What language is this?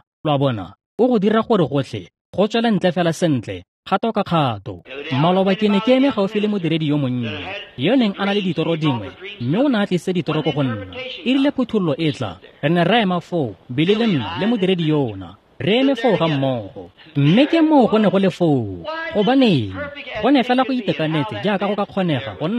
Tswana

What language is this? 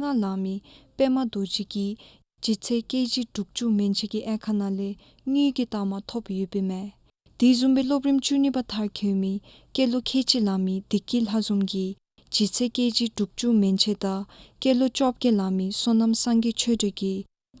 Dzongkha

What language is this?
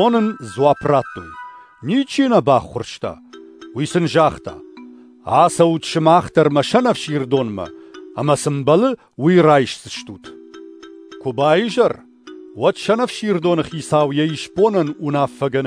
Ossetic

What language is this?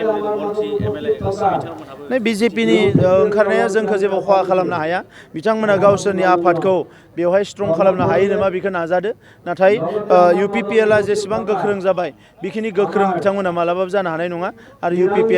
Bodo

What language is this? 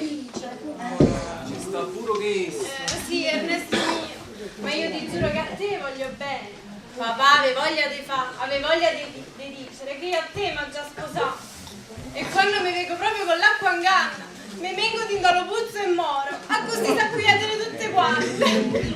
Neapolitan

